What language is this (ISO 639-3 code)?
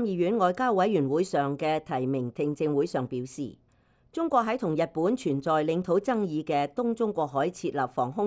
yue